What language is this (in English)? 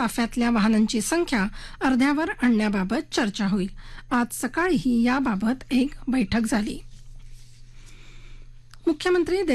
Marathi